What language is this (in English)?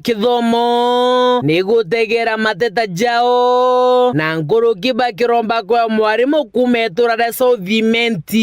Meru